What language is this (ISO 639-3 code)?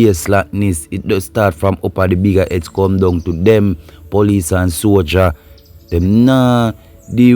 jam